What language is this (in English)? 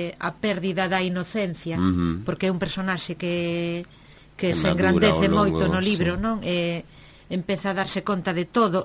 Galician